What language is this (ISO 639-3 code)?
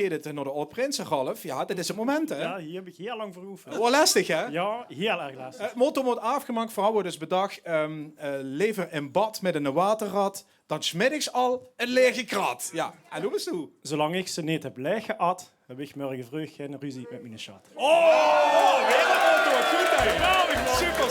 lim